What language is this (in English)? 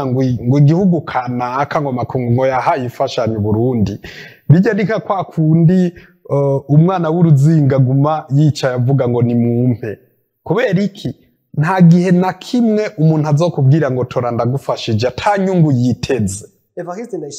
Rundi